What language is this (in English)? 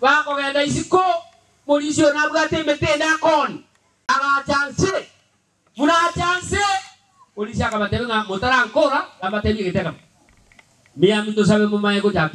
Gusii